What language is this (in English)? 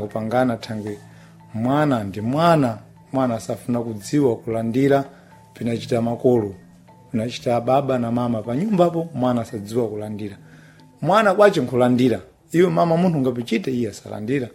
Sena